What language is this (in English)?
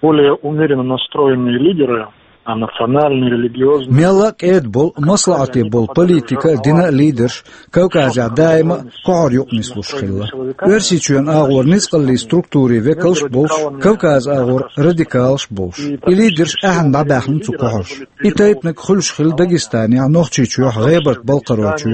Chechen